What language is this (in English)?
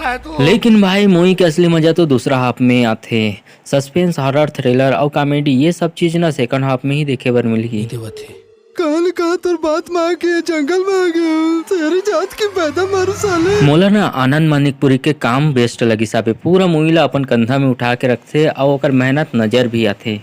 Chhattisgarhi